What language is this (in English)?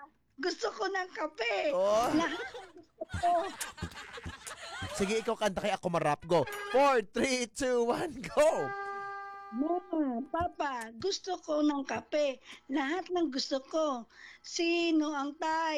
Filipino